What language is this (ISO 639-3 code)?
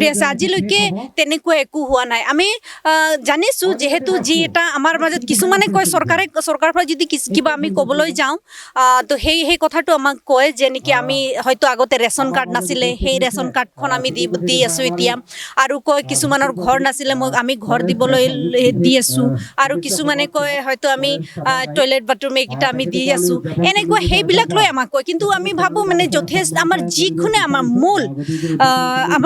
asm